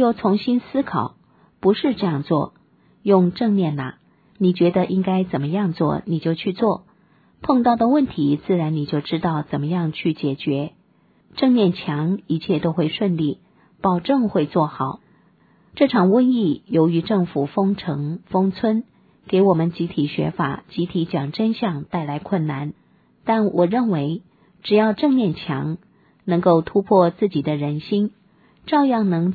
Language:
Chinese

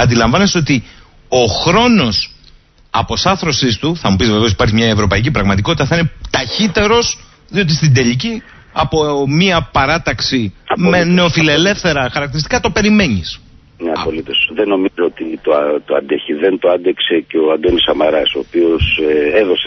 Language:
Greek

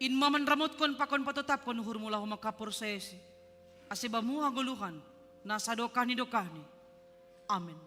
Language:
Batak Simalungun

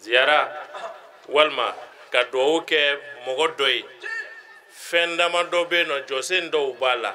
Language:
Bambara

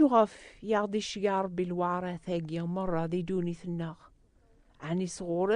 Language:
Kabyle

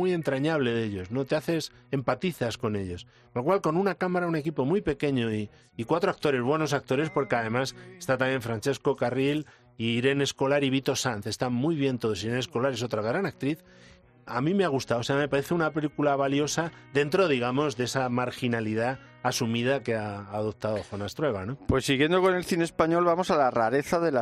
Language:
Spanish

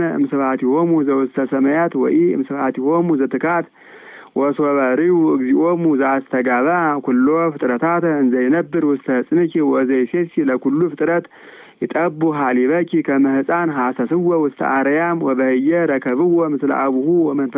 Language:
Geez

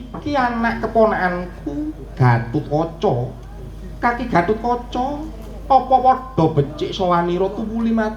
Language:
Javanese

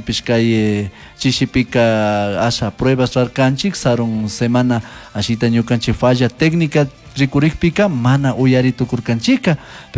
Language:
Chimborazo Highland Quichua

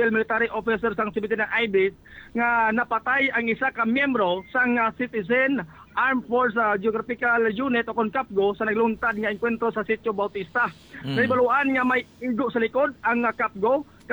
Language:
Hiligaynon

